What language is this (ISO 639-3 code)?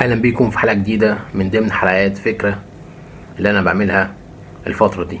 arz